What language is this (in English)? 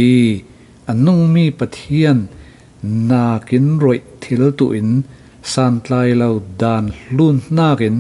Falam Chin